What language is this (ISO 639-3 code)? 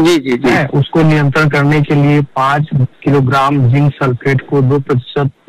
hin